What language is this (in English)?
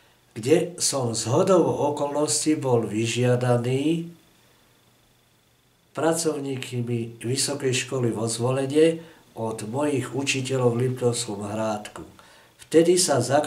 Slovak